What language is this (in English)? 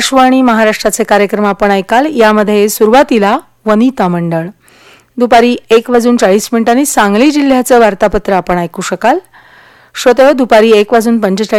Marathi